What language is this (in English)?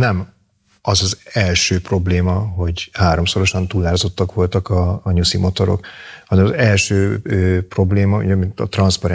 Hungarian